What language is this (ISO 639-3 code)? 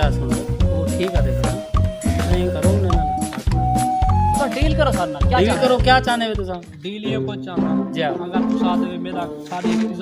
skr